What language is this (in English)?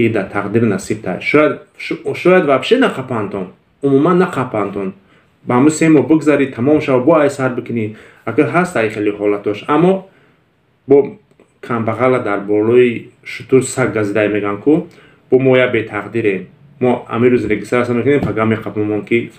Tajik